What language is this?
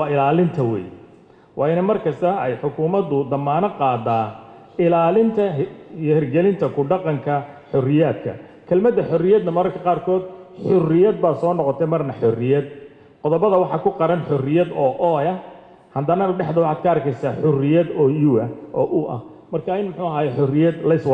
Somali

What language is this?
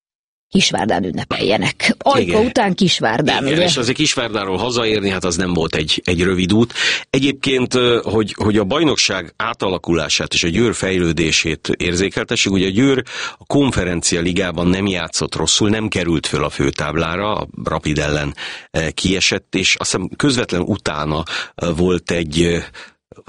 Hungarian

